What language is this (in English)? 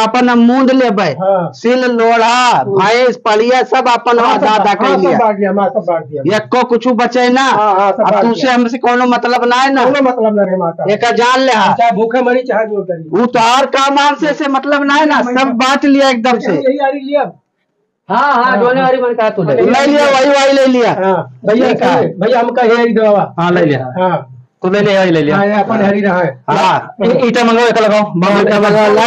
Awadhi